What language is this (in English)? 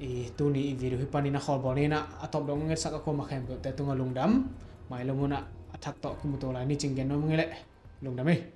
Tedim Chin